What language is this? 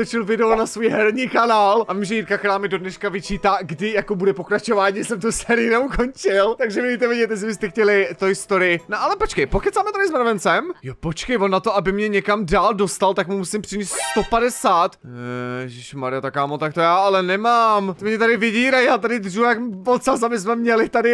Czech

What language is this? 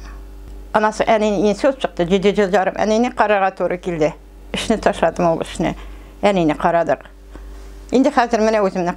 Tatar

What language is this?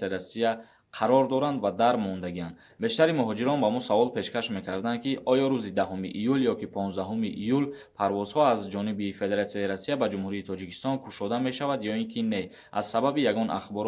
Tajik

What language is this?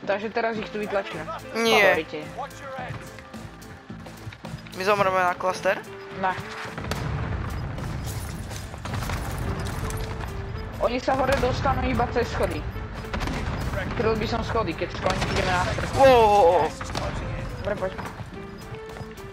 Slovak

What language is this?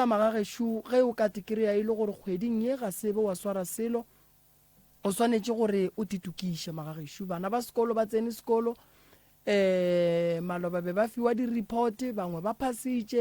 Northern Sotho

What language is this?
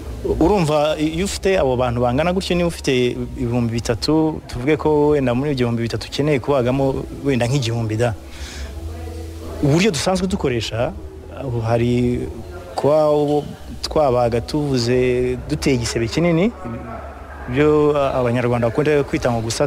Kinyarwanda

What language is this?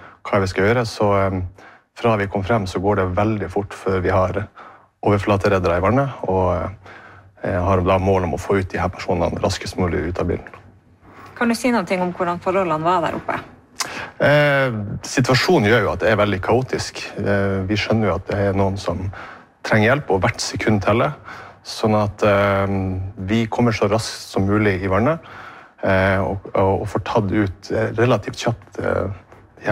Norwegian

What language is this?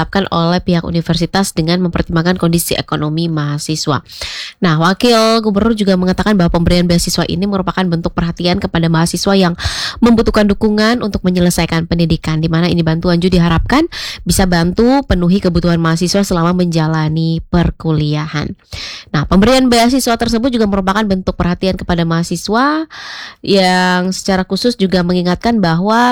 Indonesian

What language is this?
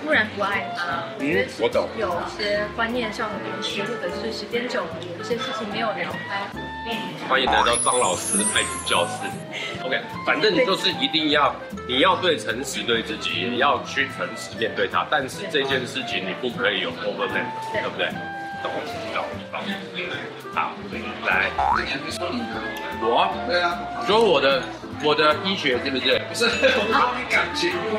Chinese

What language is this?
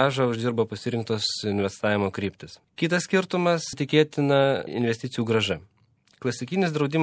Lithuanian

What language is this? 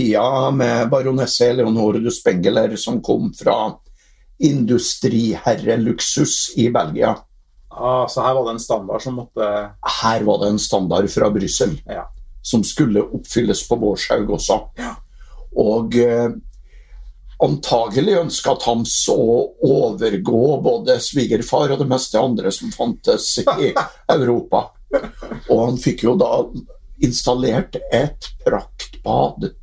Norwegian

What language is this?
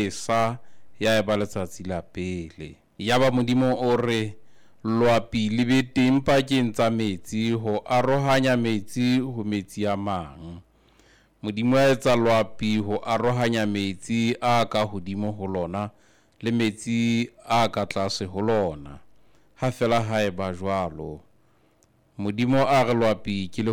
Southern Sotho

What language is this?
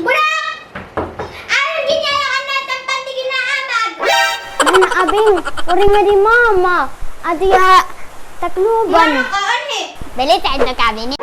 Waray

